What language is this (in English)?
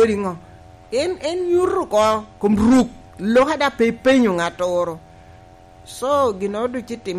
Lango (Uganda)